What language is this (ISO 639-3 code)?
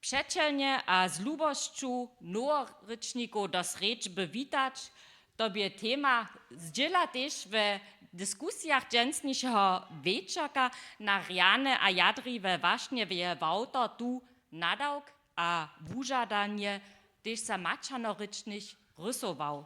hsb